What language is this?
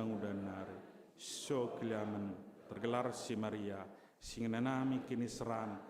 Batak Karo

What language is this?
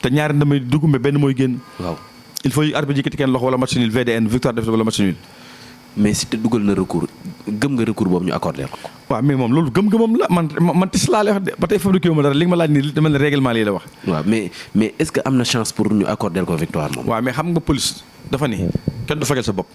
Wolof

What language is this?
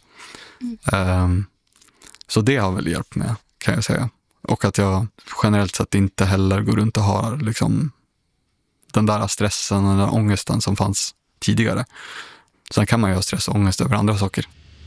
Swedish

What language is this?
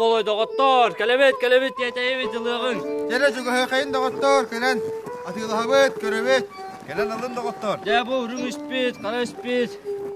Yakut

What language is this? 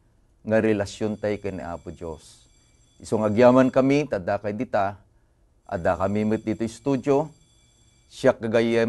Iloko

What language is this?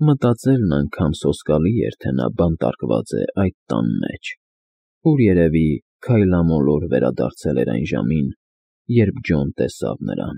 Armenian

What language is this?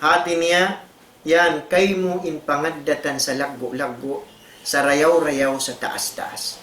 Tausug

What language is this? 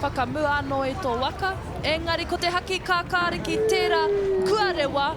Māori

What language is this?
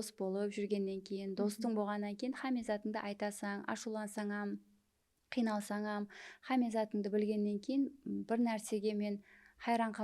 Kara-Kalpak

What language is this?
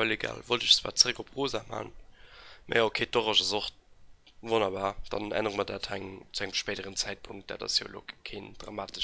Luxembourgish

